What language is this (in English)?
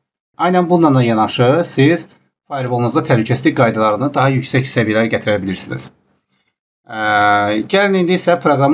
Azerbaijani